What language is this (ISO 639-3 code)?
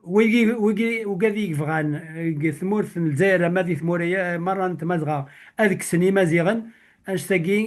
kab